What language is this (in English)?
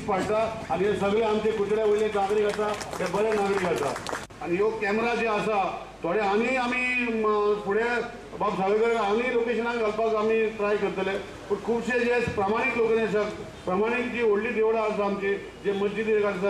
Konkani